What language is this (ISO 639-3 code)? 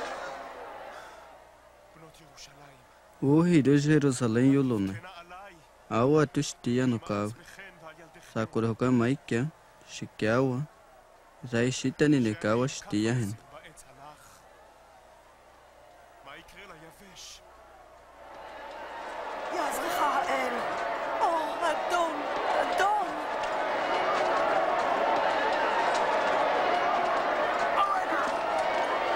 swa